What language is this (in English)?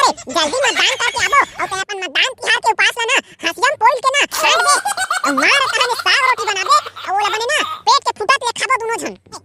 Chhattisgarhi